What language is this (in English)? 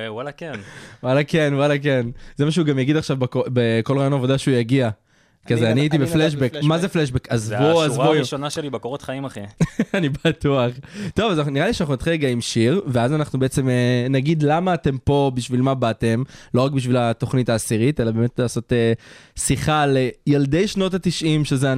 Hebrew